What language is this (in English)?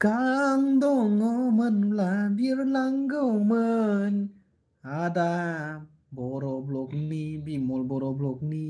Bodo